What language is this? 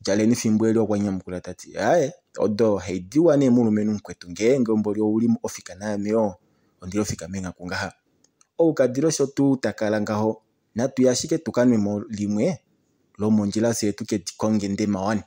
Kuanyama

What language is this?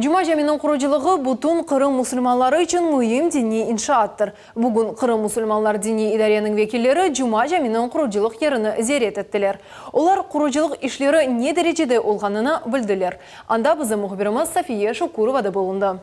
Crimean Tatar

